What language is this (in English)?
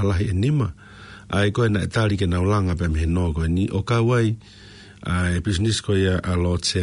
Tongan